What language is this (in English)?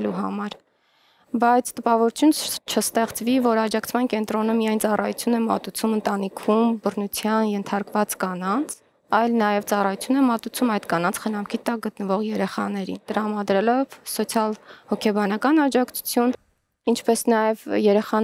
Armenian